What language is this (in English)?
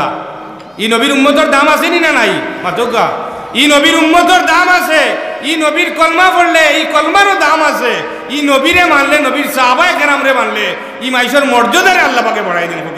Sylheti